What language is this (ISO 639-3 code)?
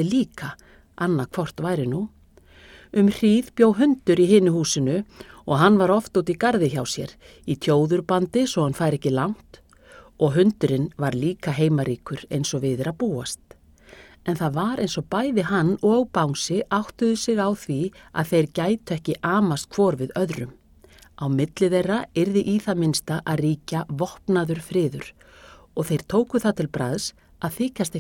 isl